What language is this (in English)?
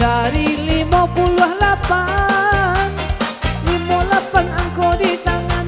Minangkabau